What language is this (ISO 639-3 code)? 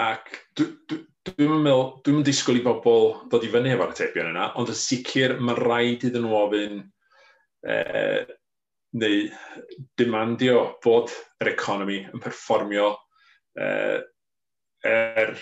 cym